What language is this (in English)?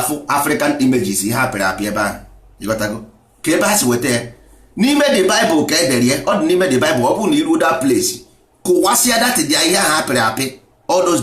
Igbo